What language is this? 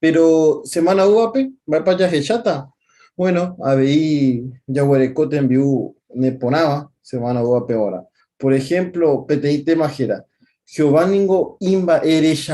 Guarani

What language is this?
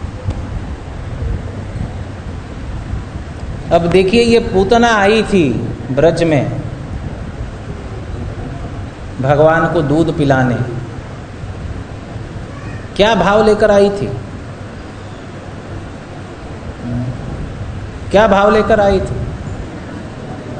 Hindi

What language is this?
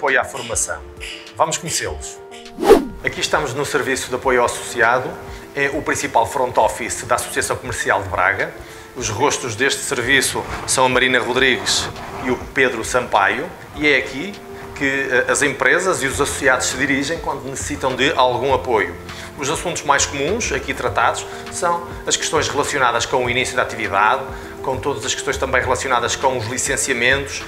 Portuguese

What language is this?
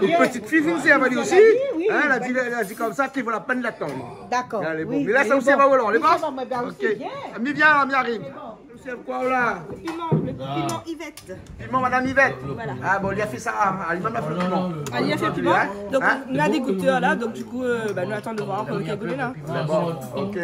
Réunion Creole French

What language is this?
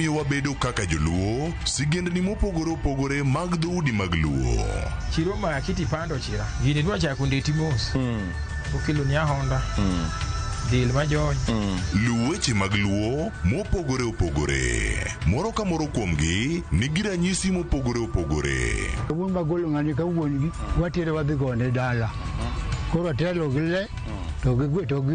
Luo (Kenya and Tanzania)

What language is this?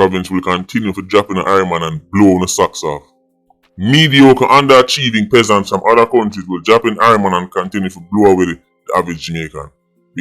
Jamaican Creole English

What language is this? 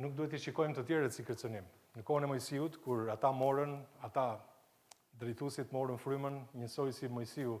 Albanian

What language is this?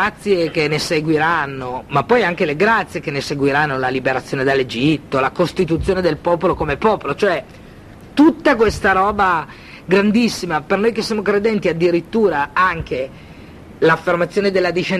Italian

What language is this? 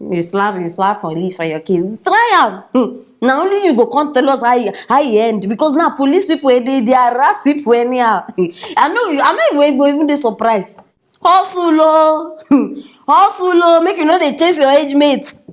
Nigerian Pidgin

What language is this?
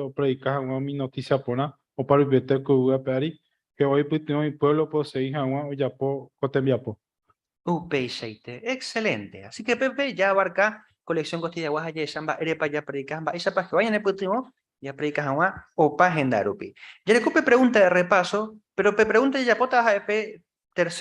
Guarani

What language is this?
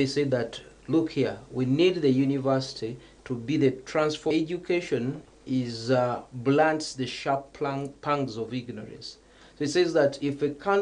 Nyankole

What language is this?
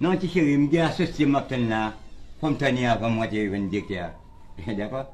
Haitian Creole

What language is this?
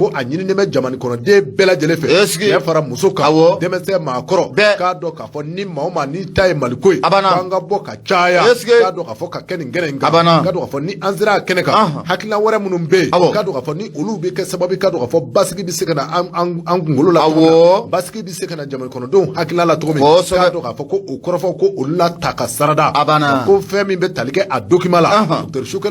Bambara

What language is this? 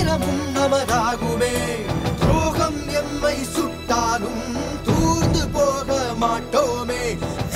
Tamil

